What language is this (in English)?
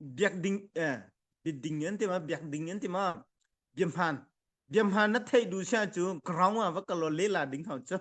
Hakha Chin